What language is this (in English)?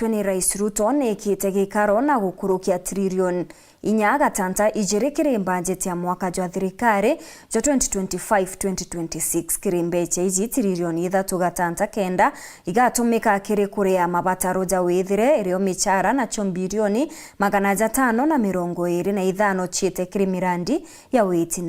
Meru